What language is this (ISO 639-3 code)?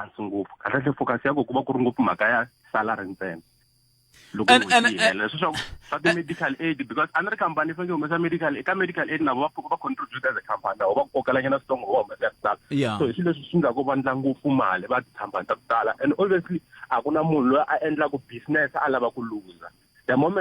tso